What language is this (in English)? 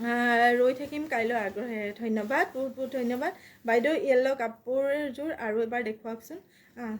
Assamese